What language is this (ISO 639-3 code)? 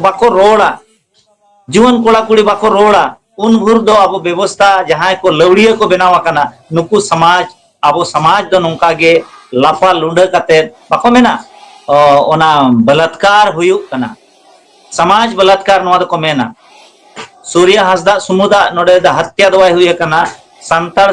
sat